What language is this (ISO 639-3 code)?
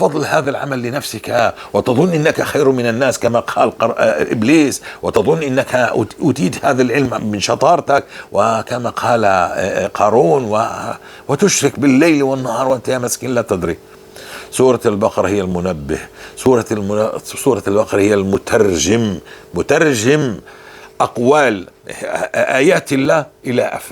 apc